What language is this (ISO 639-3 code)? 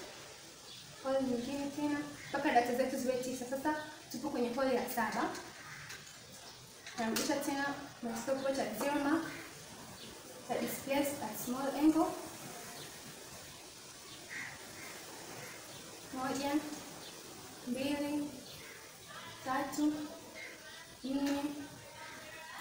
swa